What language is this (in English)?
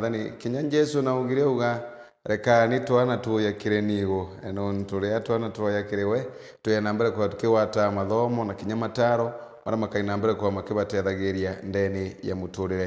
Meru